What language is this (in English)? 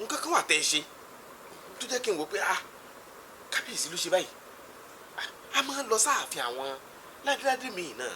Yoruba